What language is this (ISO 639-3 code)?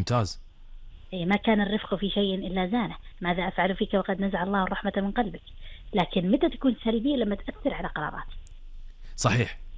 afb